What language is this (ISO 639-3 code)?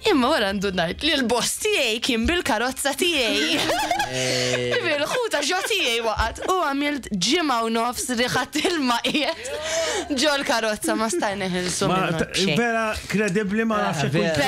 mlt